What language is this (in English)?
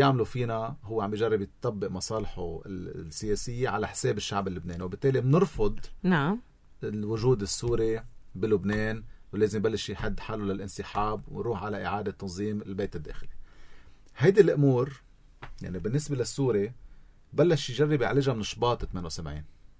North Levantine Arabic